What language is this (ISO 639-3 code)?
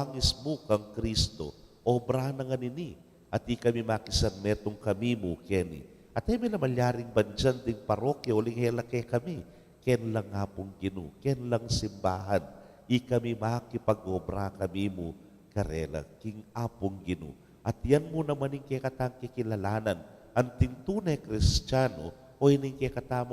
pam